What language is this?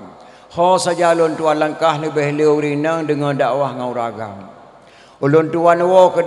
Achinese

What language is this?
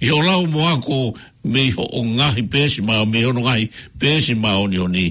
Tongan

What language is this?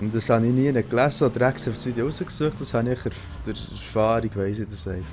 Swiss German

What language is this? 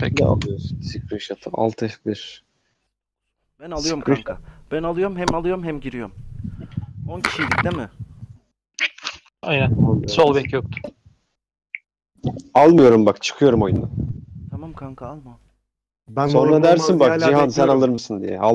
Turkish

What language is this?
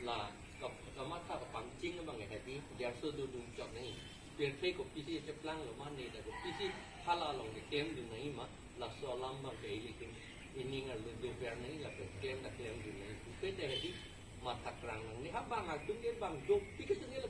Karbi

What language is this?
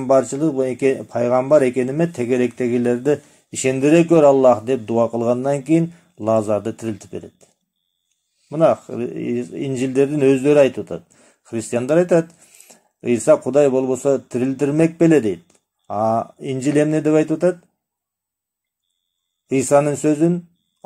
Kyrgyz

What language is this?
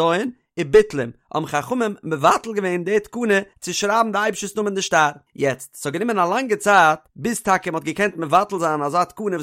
Yiddish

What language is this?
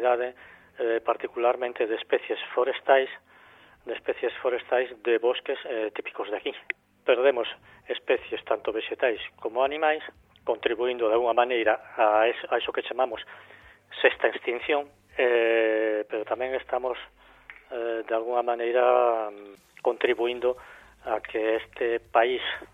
Galician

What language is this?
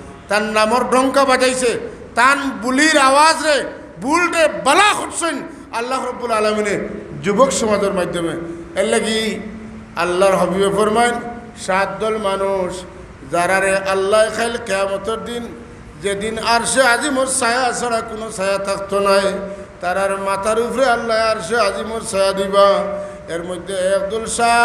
Sylheti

